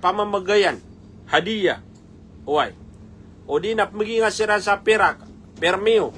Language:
Maranao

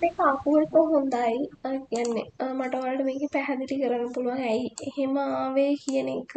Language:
Sinhala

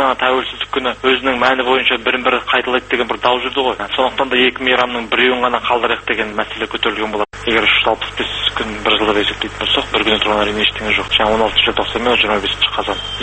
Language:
Kazakh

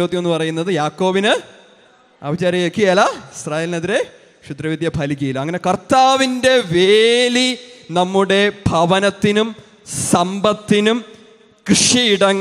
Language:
Malayalam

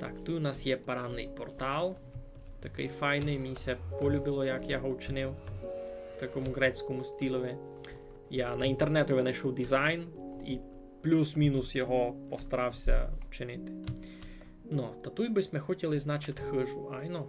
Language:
Rusyn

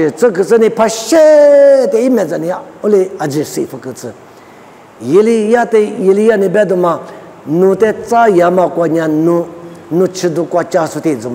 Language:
Lisu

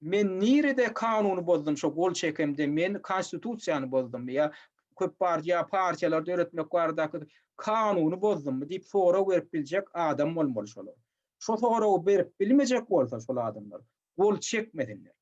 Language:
Turkmen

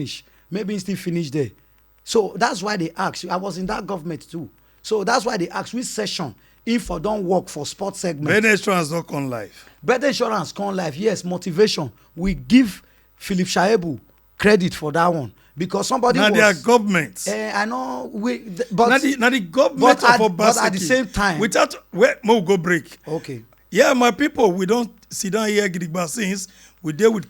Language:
Nigerian Pidgin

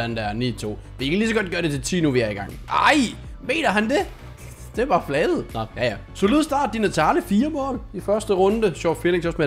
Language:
Danish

